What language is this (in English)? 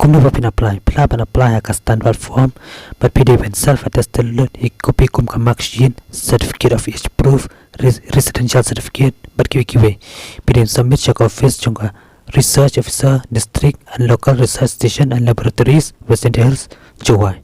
Khasi